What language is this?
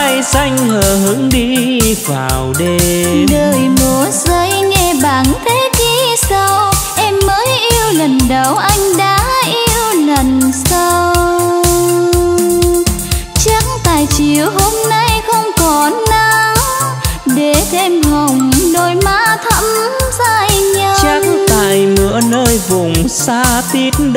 Vietnamese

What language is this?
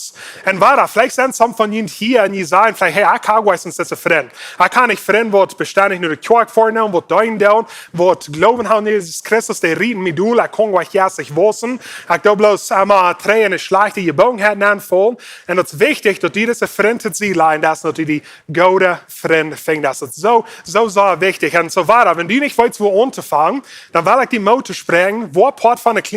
Plautdietsch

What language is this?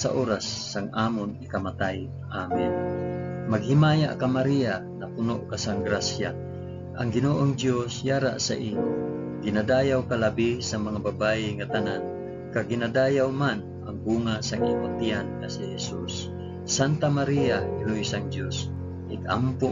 Hiligaynon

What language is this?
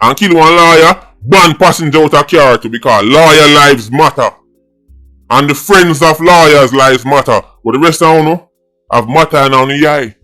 Jamaican Creole English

